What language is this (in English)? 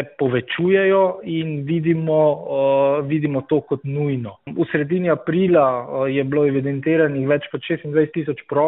Slovenian